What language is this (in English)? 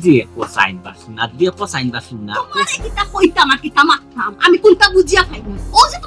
Sylheti